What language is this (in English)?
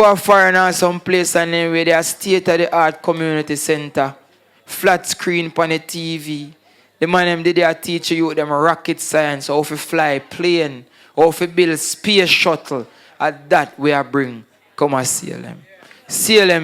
Jamaican Creole English